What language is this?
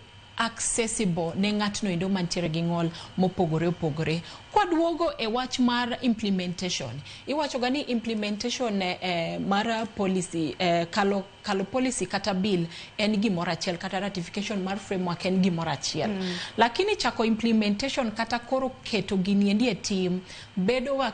Luo (Kenya and Tanzania)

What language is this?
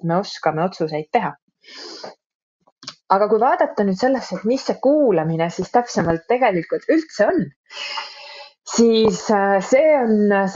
Estonian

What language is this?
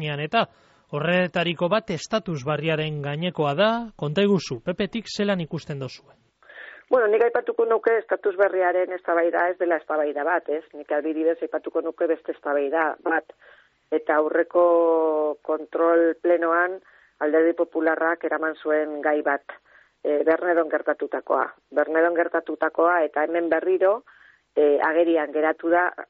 Basque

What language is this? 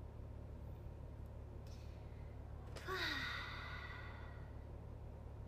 Japanese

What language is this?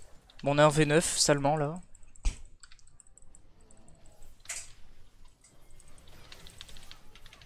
French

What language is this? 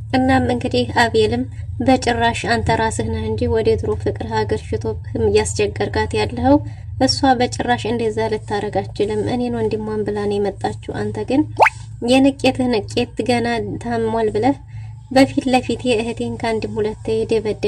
Amharic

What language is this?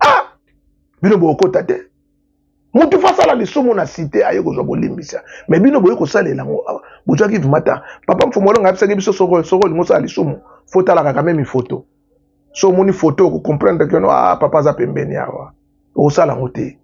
Lingala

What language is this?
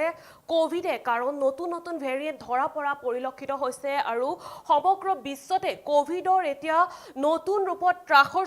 Assamese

